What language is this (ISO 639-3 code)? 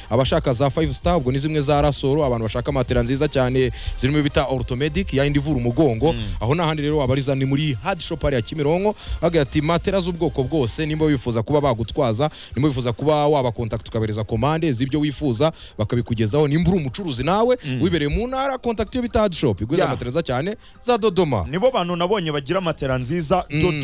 kin